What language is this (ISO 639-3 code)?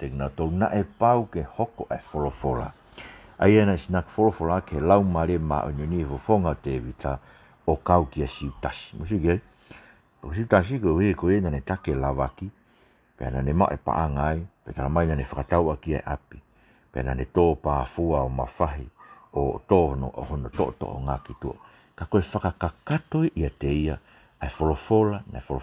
ton